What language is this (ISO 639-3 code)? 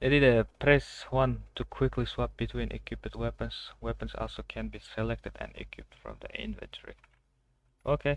kaa